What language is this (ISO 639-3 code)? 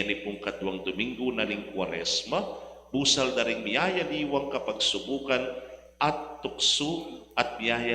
pam